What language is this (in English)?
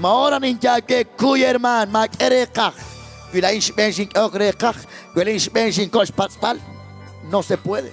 Kekchí